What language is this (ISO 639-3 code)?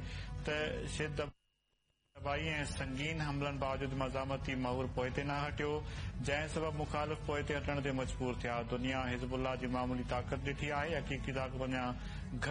snd